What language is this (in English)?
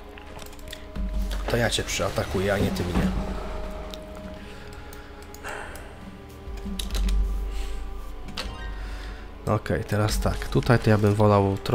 Polish